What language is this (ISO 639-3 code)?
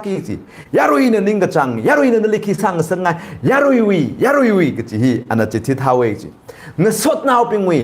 nmf